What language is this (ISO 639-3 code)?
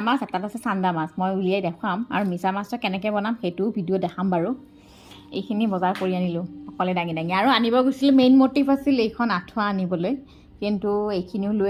asm